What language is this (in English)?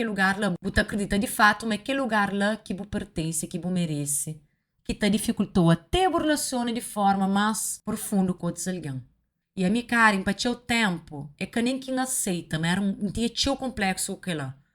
Kabuverdianu